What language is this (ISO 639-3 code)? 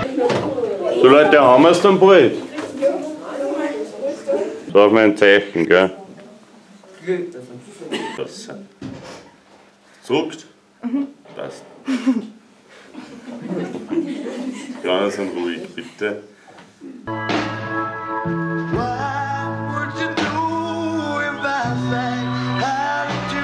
deu